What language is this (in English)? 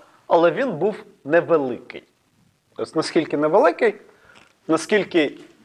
Ukrainian